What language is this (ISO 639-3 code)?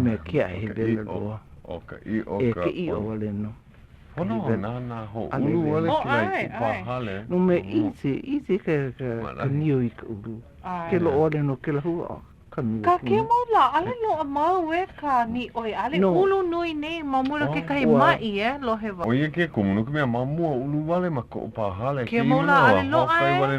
haw